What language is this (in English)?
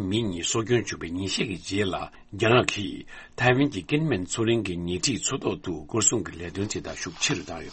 Tibetan